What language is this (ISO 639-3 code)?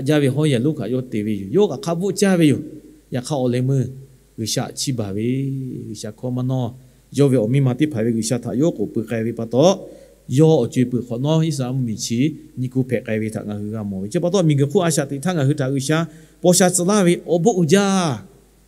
lhu